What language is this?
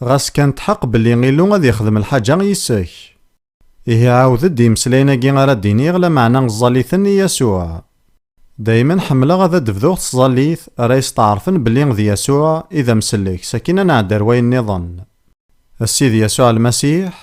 Kabyle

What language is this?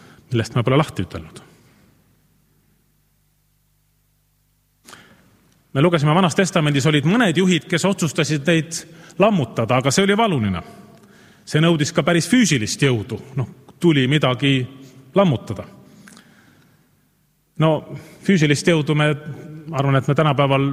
Estonian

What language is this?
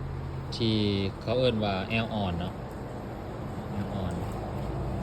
Lao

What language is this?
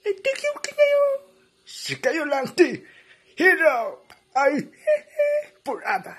Iloko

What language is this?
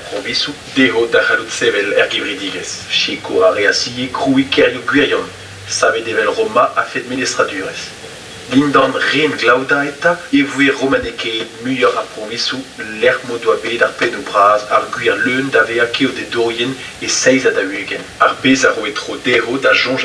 Breton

